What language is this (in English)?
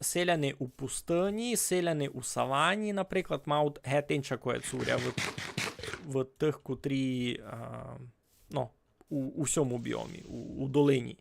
Rusyn